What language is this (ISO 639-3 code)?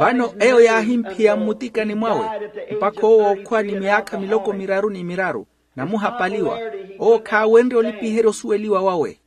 vmw